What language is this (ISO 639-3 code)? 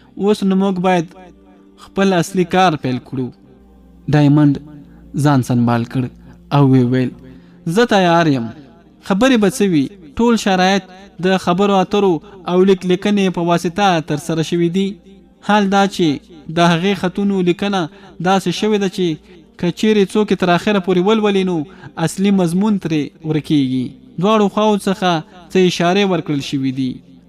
pus